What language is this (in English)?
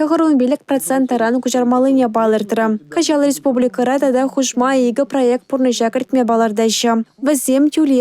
Chuvash